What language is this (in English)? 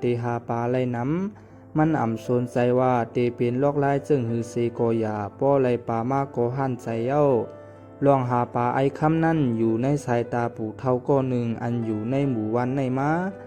Shan